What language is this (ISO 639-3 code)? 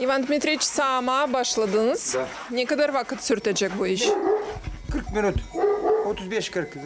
gag